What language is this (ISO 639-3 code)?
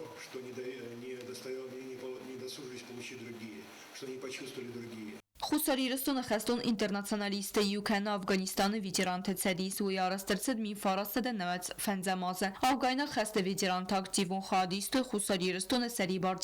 oss